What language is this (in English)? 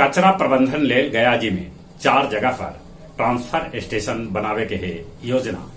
Magahi